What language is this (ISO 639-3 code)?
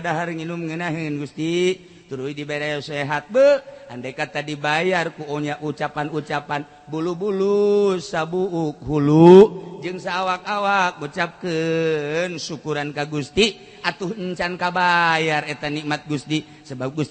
sun